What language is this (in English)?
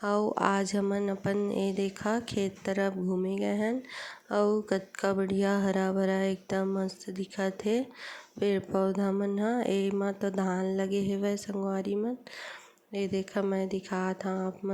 Chhattisgarhi